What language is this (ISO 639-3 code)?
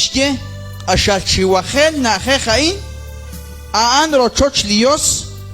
kek